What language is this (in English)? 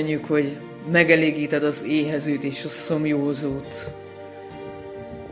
Hungarian